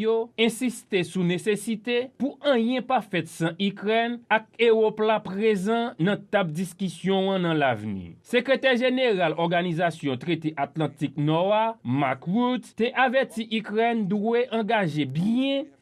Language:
Haitian Creole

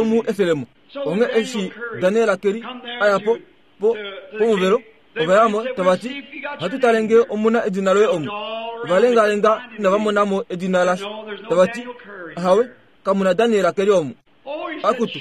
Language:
Kuanyama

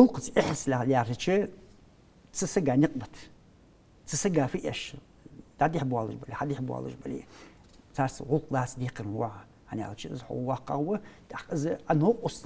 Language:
Ingush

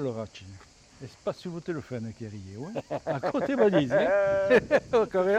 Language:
Occitan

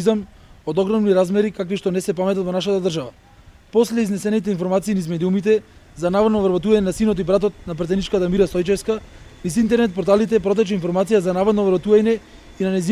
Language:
Macedonian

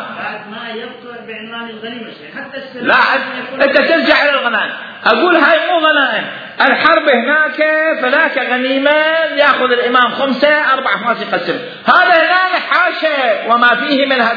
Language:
Mesopotamian Arabic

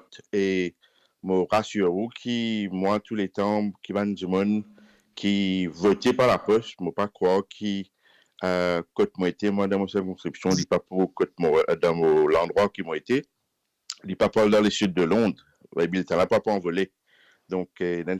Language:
Morisyen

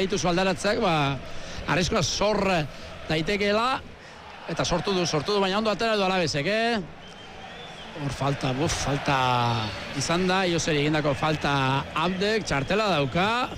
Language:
Basque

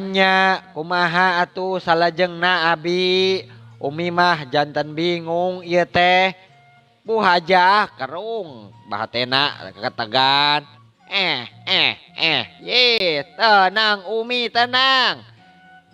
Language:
Sundanese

